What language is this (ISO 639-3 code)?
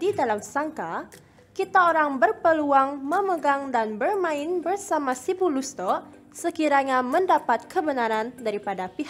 msa